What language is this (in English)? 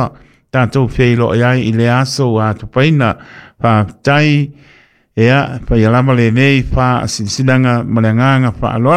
Samoan